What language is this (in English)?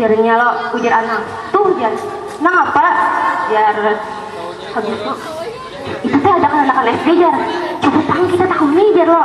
Banjar